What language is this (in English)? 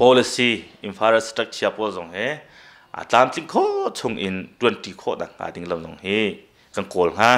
Hakha Chin